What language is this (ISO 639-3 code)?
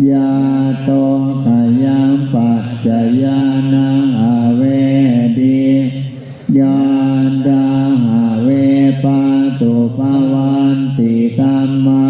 pli